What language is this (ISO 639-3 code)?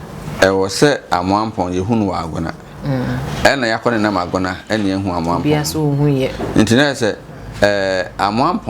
aka